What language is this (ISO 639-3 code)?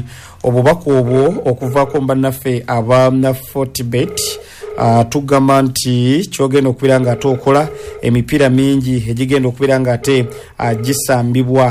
lug